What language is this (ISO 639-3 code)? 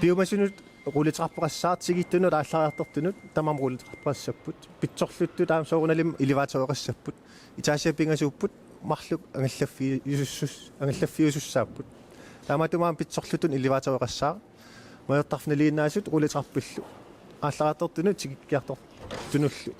kal